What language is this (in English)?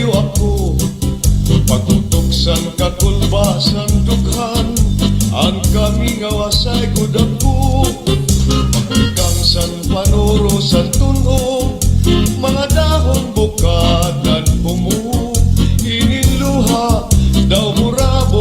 Waray